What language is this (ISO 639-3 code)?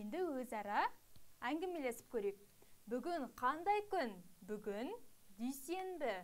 kaz